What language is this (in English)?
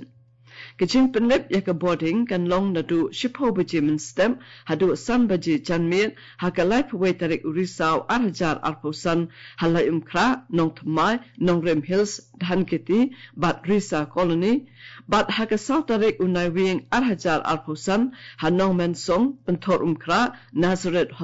Khasi